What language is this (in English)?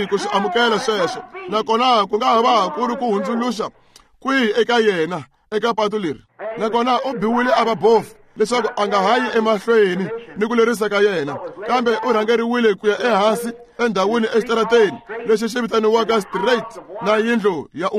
Tsonga